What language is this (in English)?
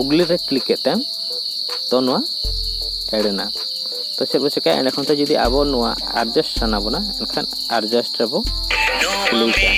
Santali